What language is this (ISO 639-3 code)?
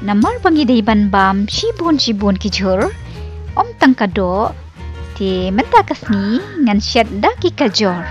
kha